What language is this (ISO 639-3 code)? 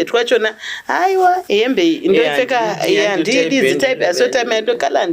sna